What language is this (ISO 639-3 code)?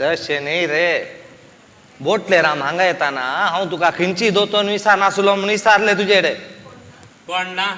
kok